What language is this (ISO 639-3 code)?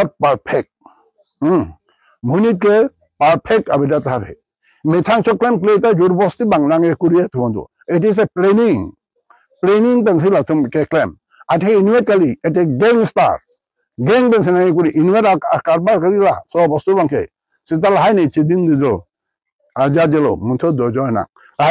mjw